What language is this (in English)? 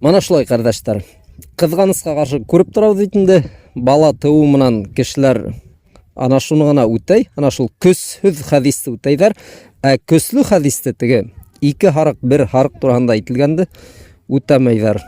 Bashkir